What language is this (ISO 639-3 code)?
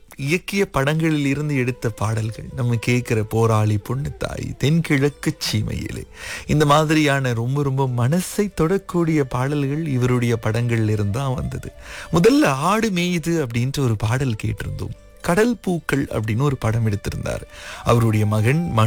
tam